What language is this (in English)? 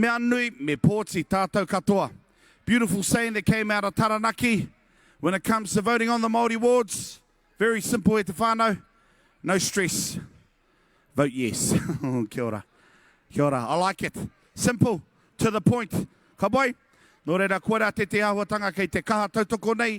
Māori